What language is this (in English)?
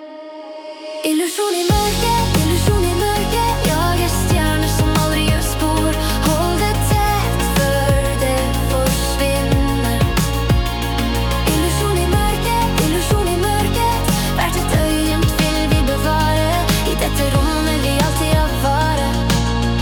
Norwegian